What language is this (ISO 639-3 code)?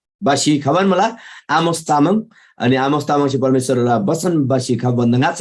taj